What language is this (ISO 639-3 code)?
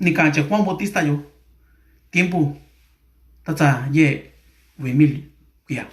mix